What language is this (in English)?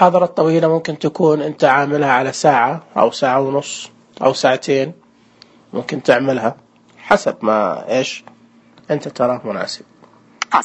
Najdi Arabic